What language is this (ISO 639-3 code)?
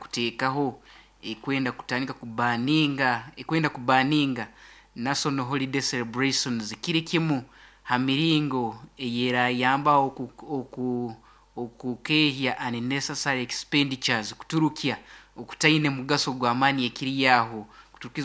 nyn